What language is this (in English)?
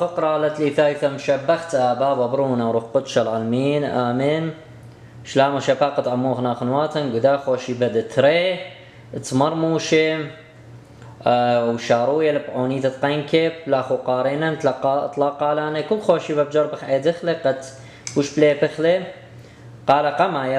Assyrian Neo-Aramaic